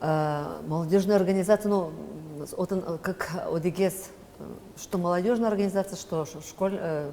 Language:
Udmurt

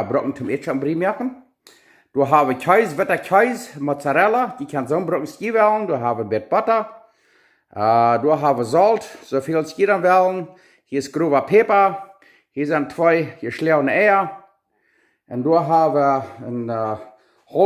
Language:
Plautdietsch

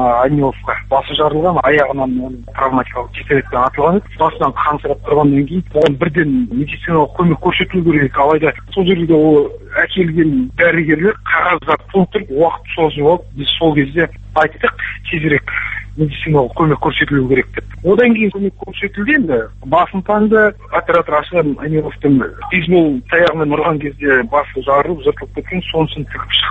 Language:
Kazakh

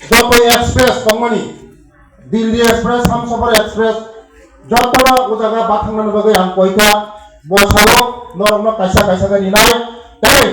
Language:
Kok Borok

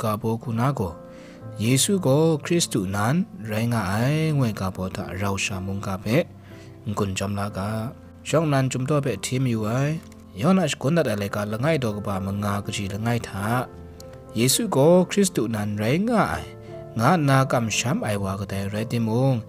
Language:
Kachin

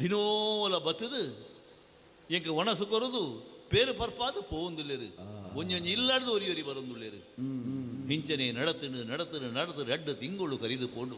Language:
Tulu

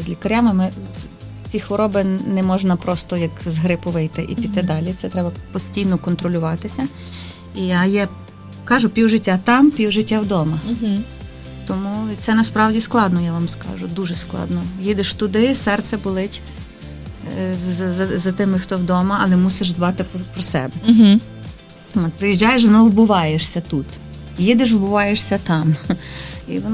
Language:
Ukrainian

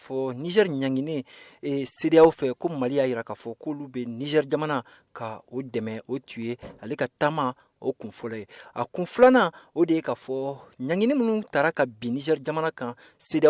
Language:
Bambara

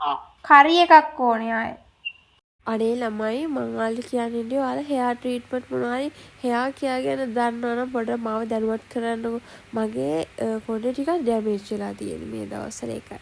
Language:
Sinhala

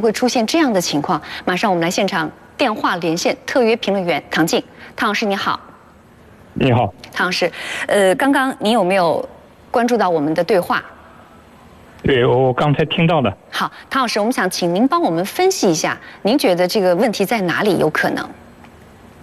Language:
Chinese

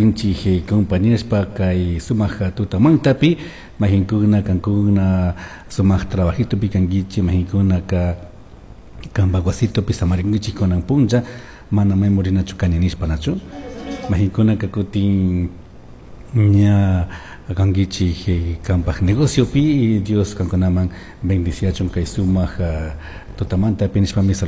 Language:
Chimborazo Highland Quichua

